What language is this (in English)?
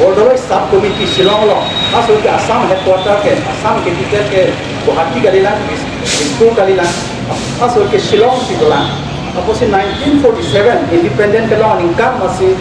Karbi